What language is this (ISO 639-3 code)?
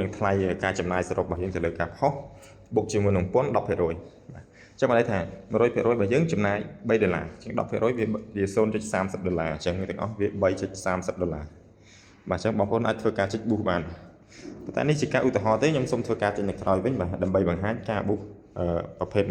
khm